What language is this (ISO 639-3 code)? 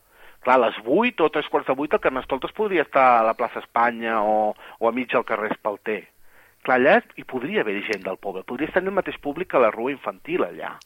cat